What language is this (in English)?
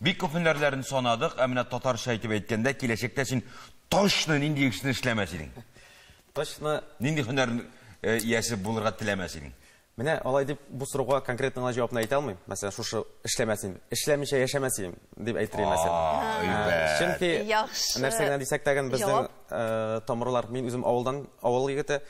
Tatar